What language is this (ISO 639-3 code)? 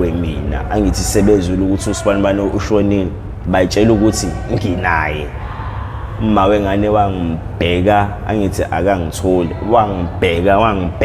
zul